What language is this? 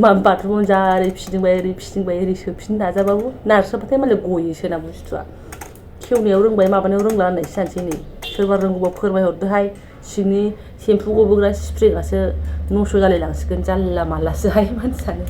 Bodo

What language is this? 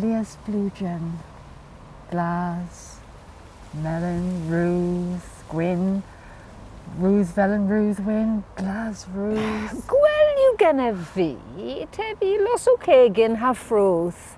Cornish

